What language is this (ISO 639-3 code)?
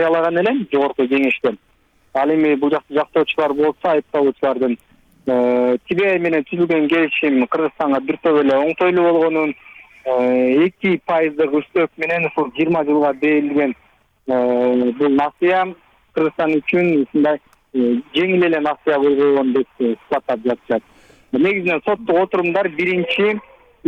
kir